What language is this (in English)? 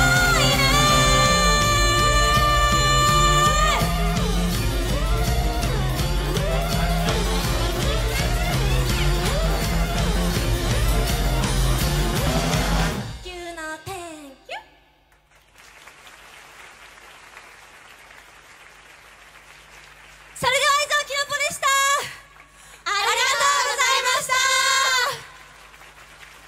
Japanese